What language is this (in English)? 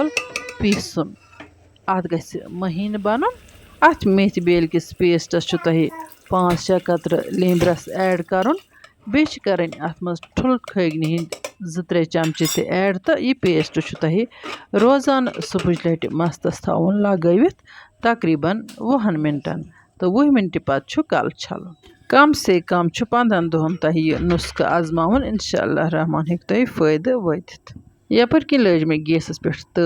Kashmiri